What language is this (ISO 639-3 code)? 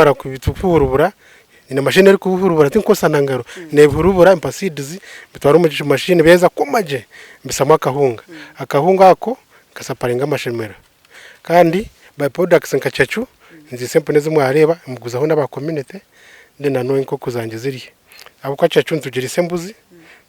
nyn